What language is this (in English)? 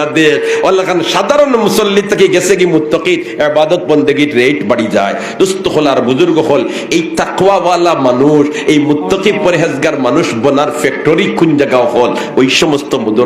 Sylheti